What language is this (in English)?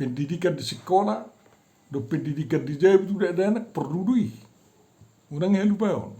Batak Toba